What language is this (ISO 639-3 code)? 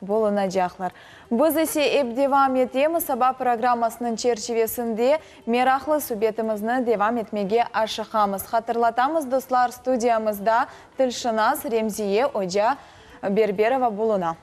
crh